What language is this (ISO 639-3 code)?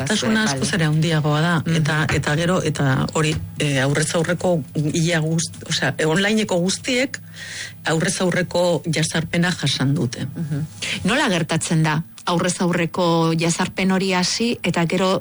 eus